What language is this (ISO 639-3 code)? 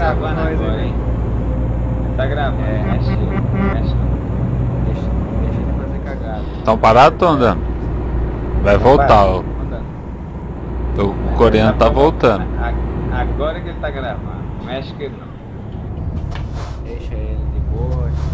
por